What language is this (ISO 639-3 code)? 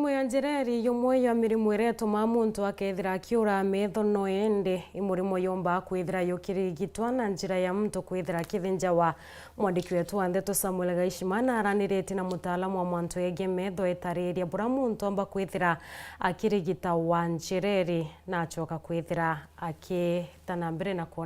mer